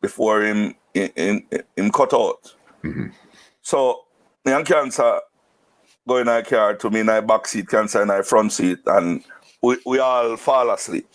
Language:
Jamaican Creole English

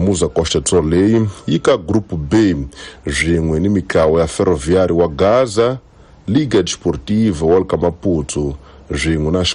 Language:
Tsonga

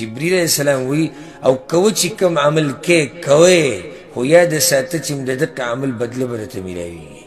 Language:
Pashto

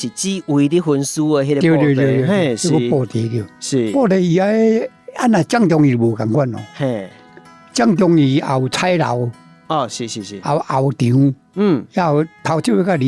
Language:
Min Nan Chinese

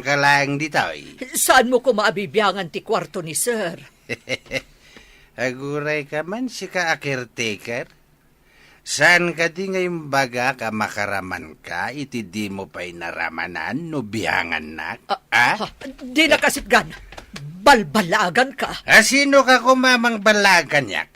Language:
Iloko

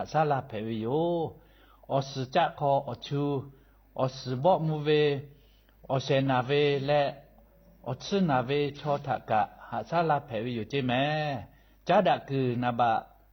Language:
Lahu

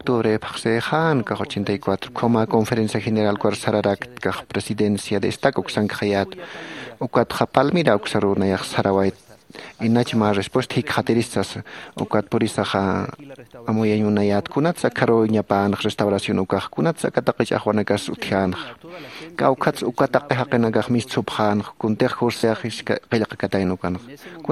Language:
Aymara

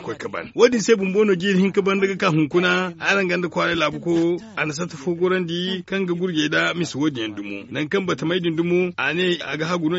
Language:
Zarma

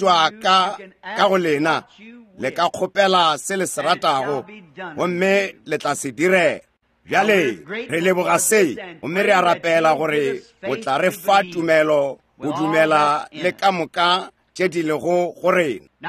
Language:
Northern Sotho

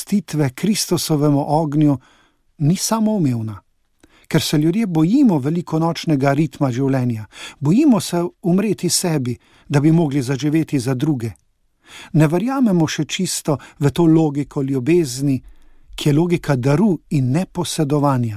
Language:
Slovenian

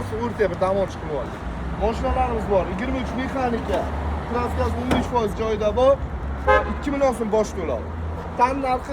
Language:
Uzbek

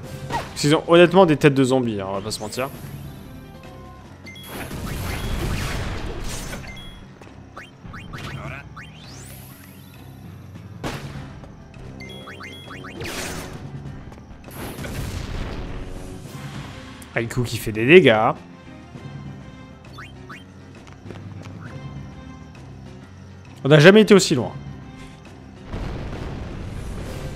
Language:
French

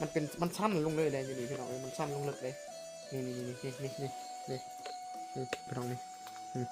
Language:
Northeastern Thai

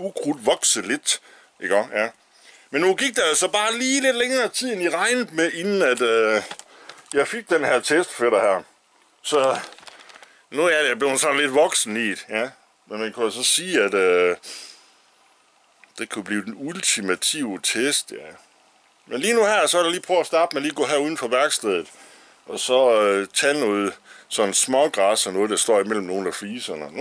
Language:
Danish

